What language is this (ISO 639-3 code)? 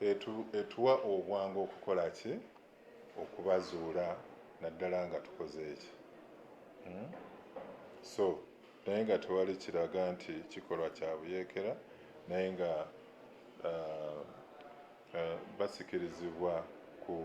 lug